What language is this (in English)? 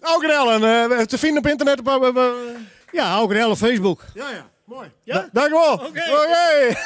Western Frisian